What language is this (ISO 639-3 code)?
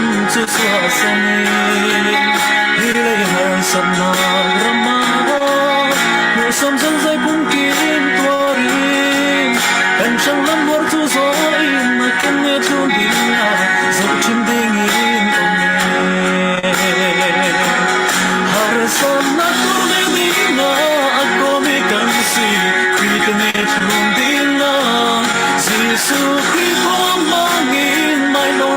cfm